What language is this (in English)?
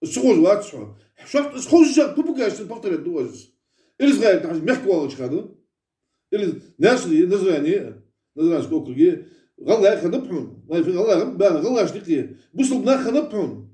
Ingush